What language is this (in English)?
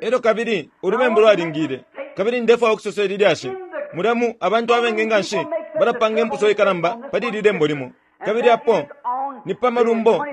Bemba